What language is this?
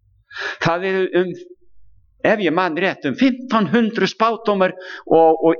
Icelandic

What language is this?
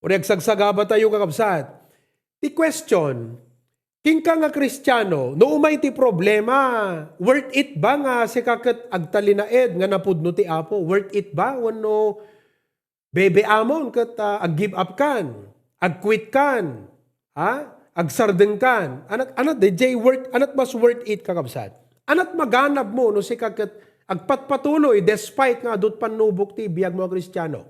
Iloko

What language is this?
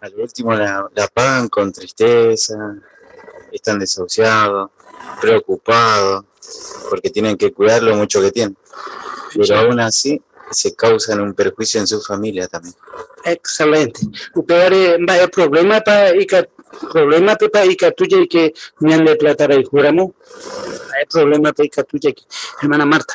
Guarani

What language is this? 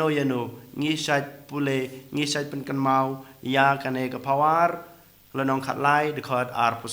Khasi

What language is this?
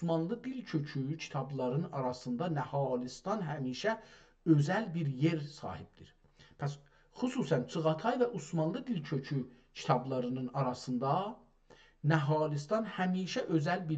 South Azerbaijani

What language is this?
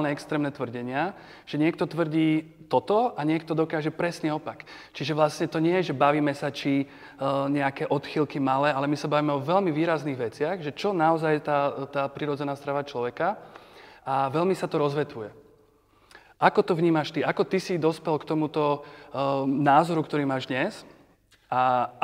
Slovak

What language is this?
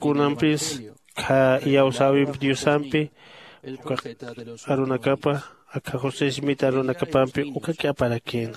Aymara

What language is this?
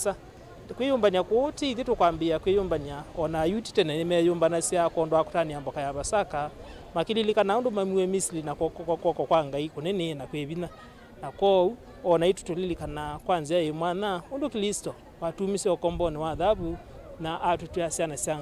Kamba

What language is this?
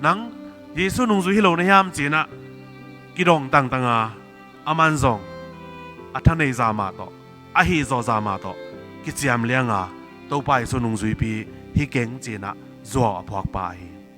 Tedim Chin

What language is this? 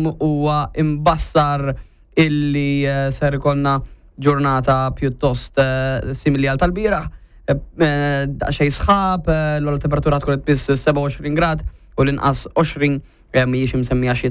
Maltese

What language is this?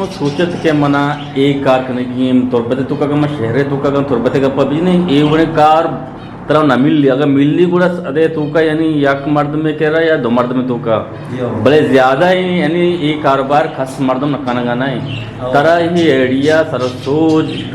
Eastern Balochi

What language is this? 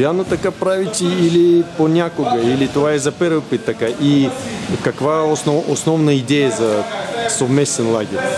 Bulgarian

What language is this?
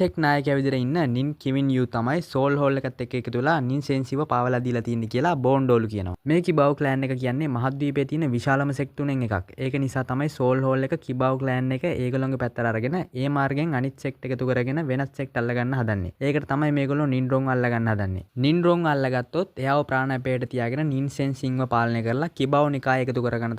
Sinhala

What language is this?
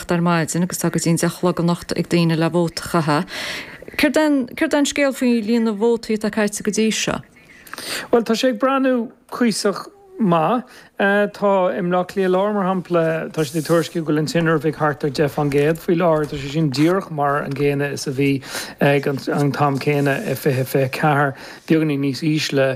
Irish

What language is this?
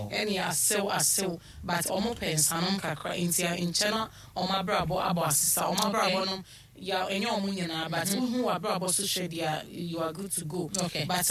Akan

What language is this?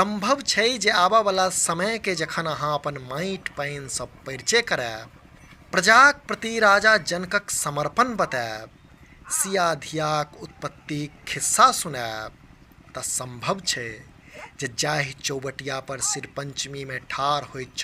Maithili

